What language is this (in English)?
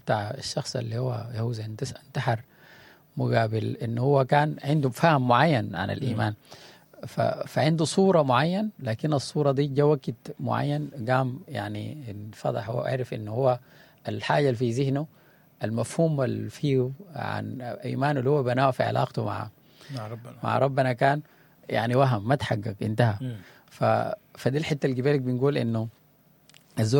Sudanese Arabic